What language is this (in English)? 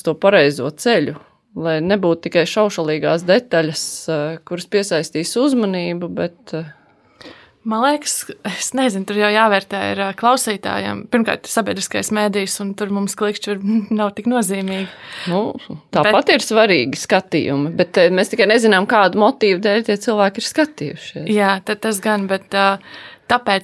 Latvian